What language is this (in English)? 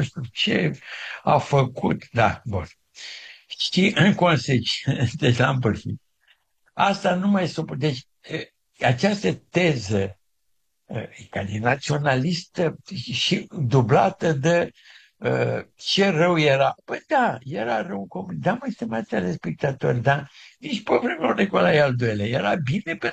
Romanian